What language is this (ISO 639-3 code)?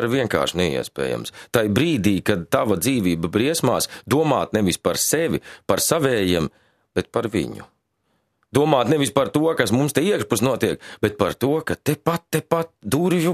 lav